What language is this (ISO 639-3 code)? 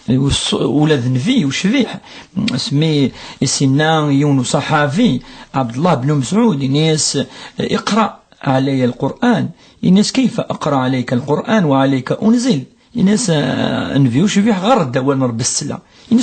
kab